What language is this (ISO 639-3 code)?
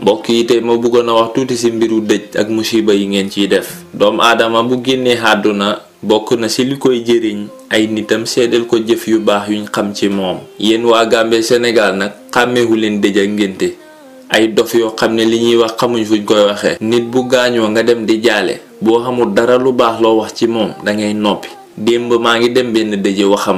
wol